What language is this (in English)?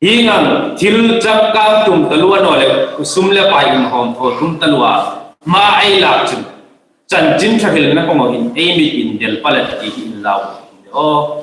Hmar